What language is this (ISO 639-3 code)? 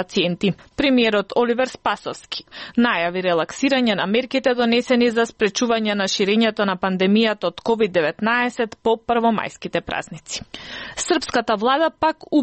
mkd